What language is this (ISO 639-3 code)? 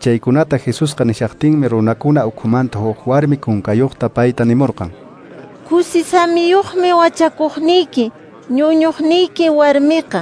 que